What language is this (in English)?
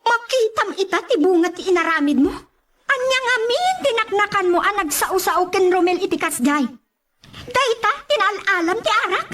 Iloko